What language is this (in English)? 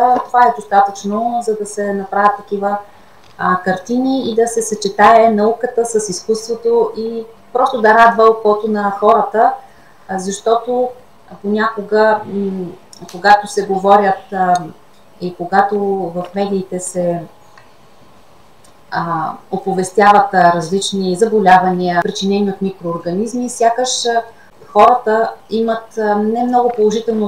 Bulgarian